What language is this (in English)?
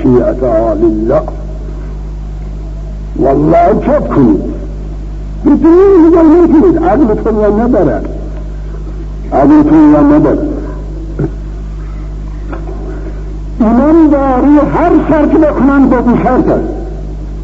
Persian